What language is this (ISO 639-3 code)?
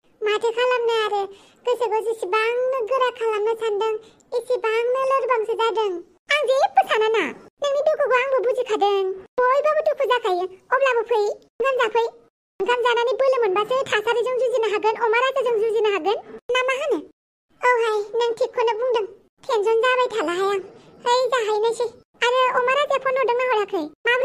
brx